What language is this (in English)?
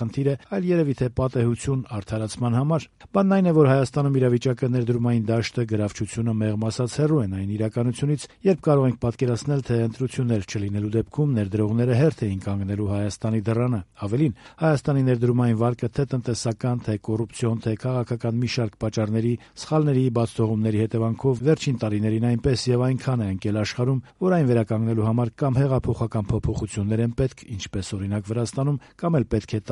Armenian